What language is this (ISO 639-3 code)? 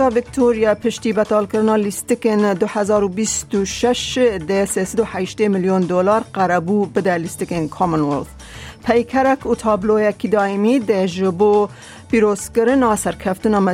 kur